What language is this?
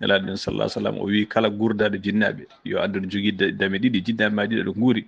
Fula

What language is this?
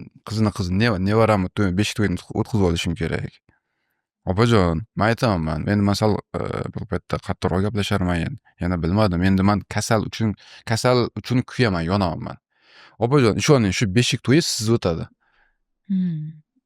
Uzbek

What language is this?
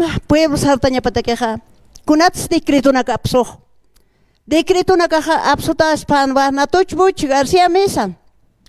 Aymara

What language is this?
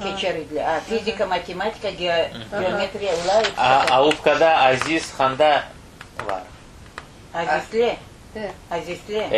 Crimean Tatar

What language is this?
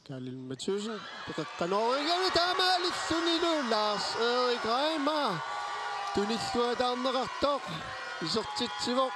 Kalaallisut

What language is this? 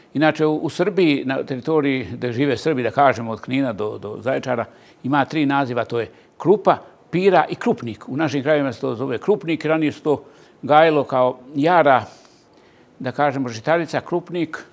Serbian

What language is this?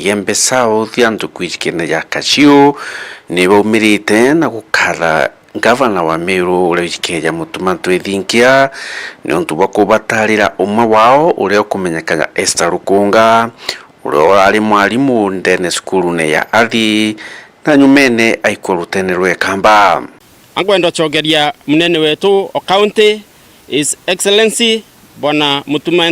Meru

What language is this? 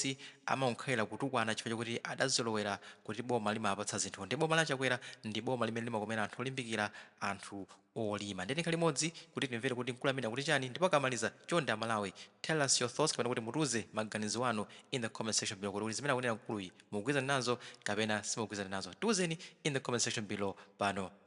Nyanja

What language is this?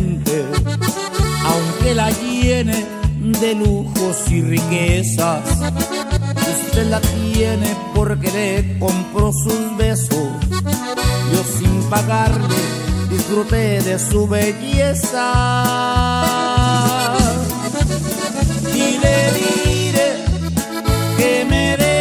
Spanish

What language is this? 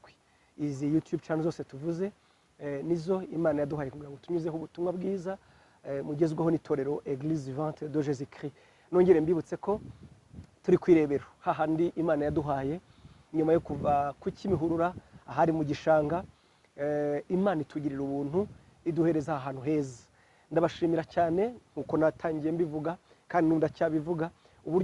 Kinyarwanda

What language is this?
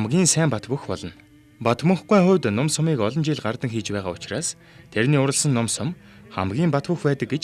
Mongolian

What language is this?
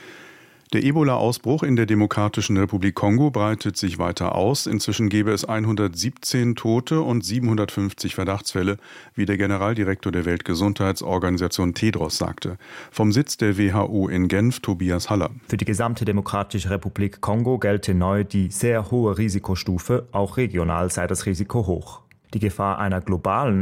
German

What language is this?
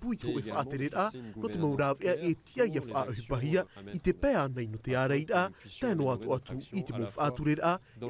Tahitian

